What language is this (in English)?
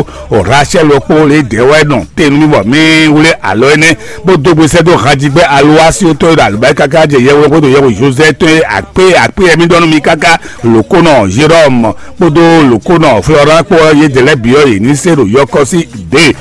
Fon